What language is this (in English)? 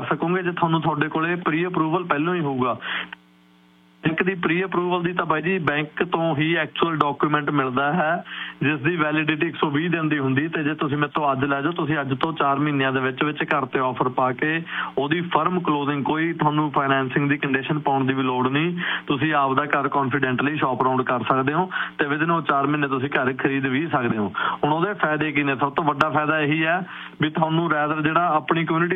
Punjabi